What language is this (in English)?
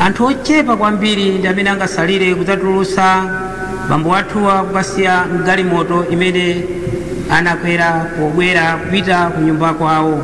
Nyanja